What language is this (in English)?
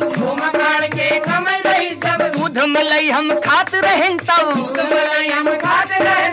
Chhattisgarhi